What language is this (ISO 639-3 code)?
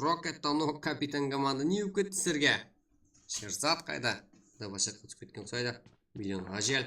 kaa